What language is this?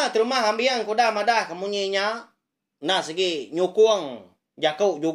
Iban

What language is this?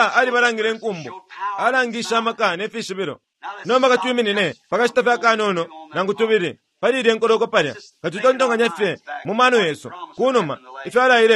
Bemba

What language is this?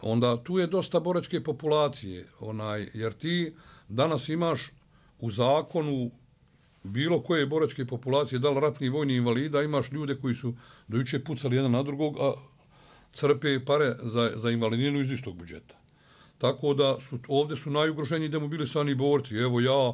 Bosnian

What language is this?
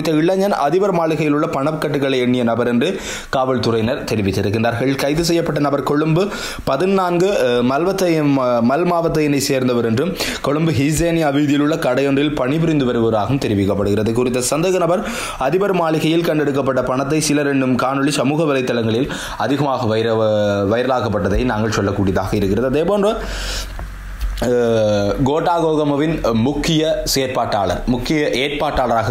Tamil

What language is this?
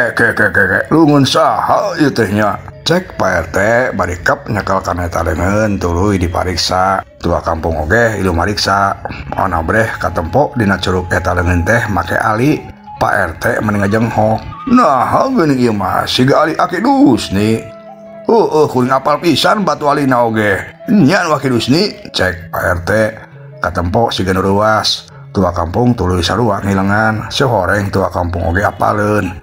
Sundanese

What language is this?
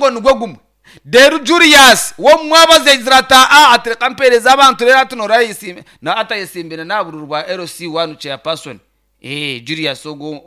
Nyankole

